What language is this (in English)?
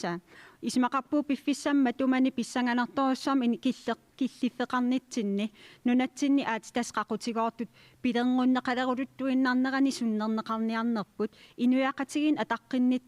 Kalaallisut